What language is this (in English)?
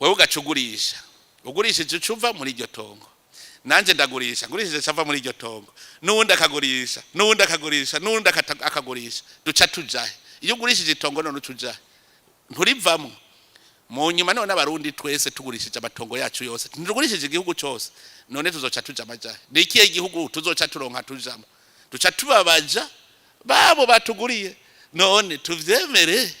Rundi